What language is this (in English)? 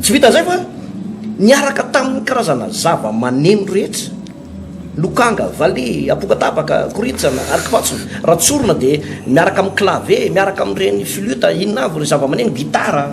Malagasy